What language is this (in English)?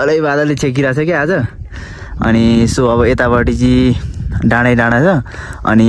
Nepali